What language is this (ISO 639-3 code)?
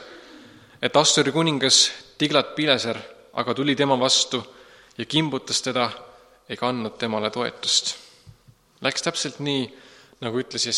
est